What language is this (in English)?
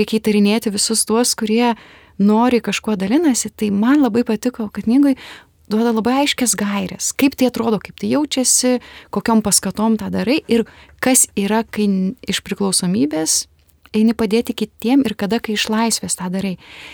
Lithuanian